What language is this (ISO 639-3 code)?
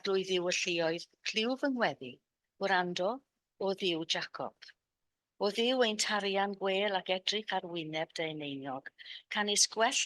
cym